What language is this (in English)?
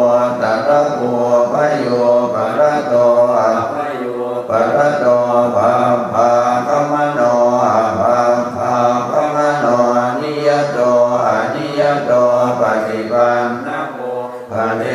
Pali